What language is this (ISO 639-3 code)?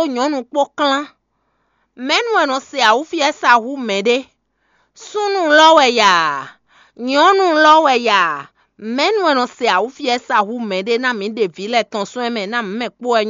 fon